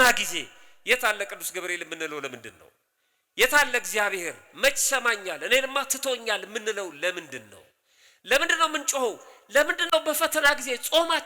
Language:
Amharic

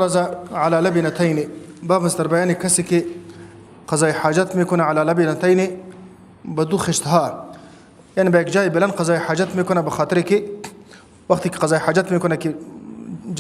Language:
Persian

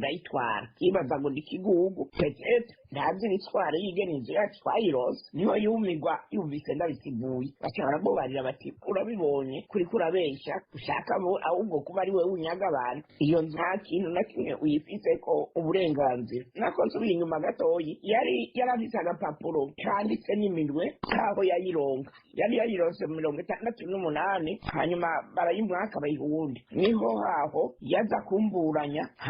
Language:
Rundi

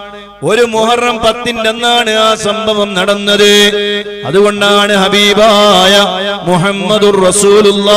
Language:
Malayalam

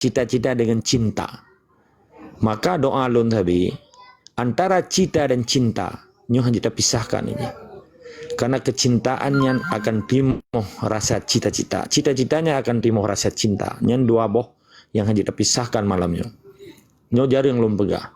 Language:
Achinese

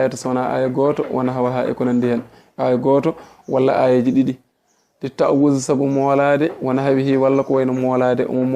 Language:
Fula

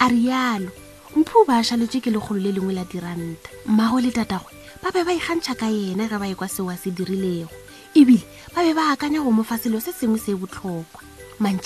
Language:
Northern Sotho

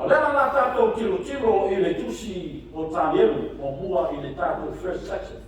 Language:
Samoan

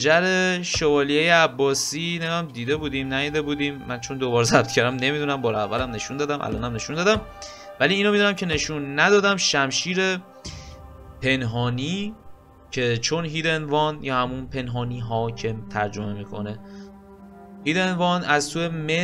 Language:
Persian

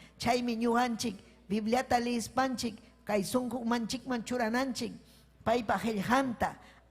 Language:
Ayacucho Quechua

